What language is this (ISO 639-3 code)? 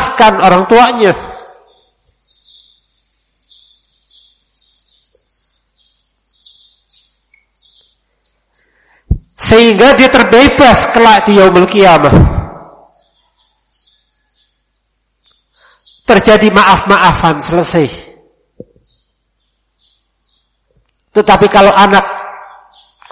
ind